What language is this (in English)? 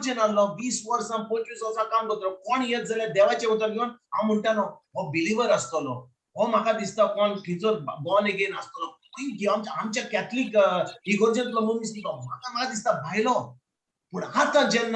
Konkani